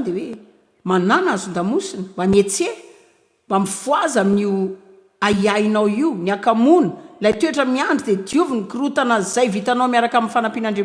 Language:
Malagasy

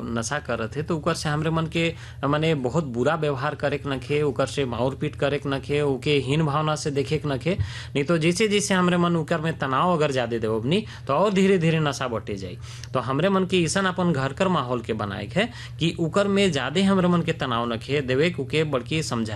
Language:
Sadri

